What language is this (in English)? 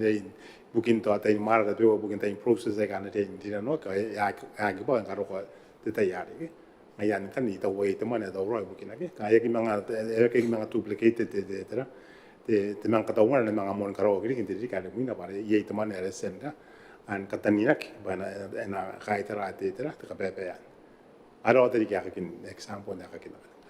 Gilbertese